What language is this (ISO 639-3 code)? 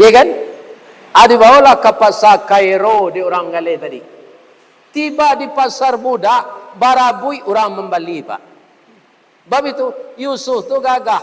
min